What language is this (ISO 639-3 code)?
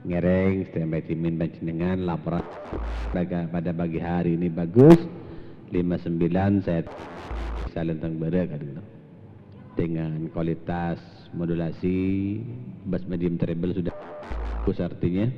mad